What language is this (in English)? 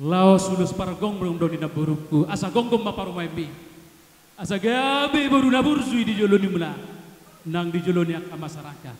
Batak Toba